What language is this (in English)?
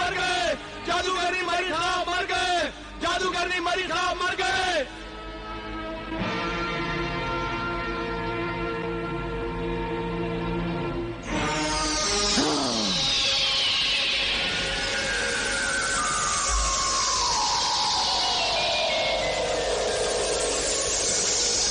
Hindi